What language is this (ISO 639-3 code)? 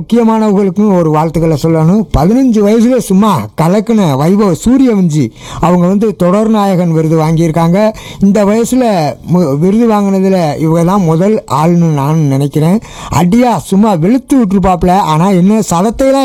tam